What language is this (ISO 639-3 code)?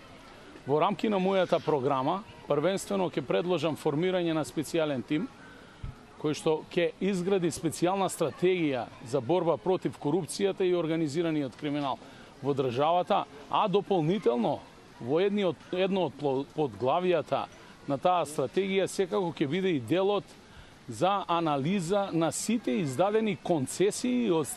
mkd